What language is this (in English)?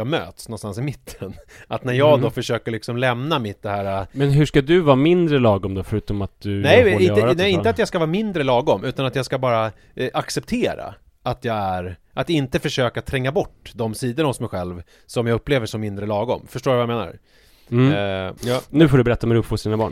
Swedish